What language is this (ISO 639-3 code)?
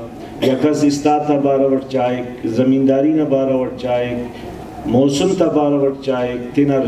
brh